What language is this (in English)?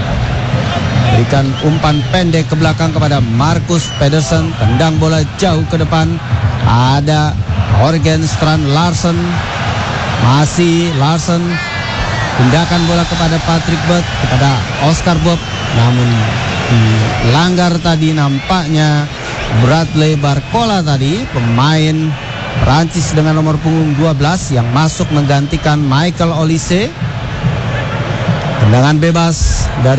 Indonesian